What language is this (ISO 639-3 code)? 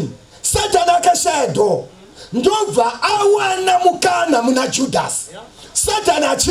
sna